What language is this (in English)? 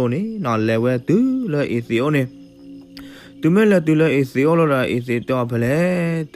S'gaw Karen